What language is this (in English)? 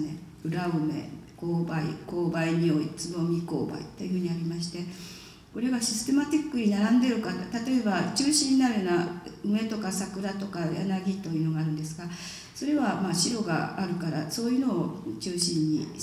Japanese